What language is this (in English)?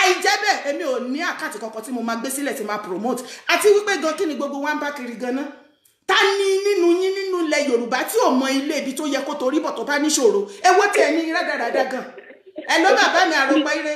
Yoruba